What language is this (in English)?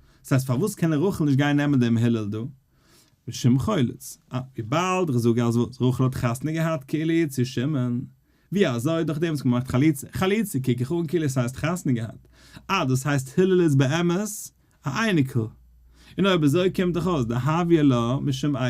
Yiddish